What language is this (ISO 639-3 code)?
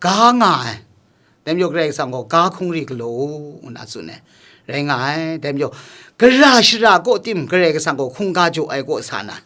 kac